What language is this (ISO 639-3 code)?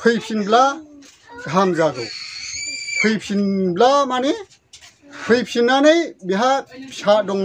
brx